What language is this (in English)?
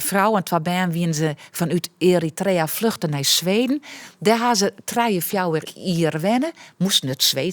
Western Frisian